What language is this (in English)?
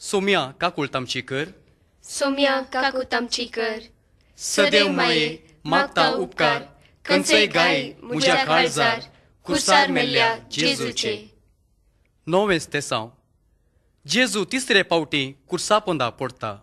Konkani